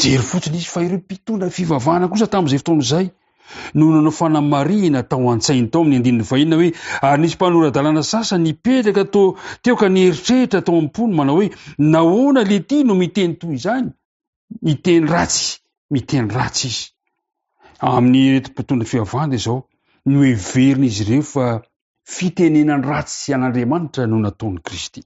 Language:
Malagasy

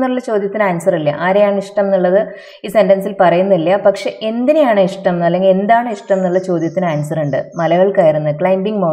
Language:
Malayalam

